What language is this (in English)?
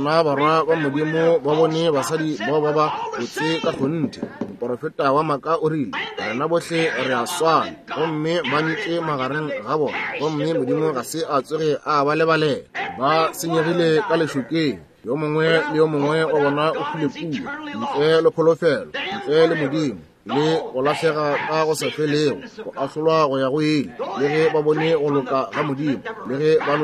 Northern Sotho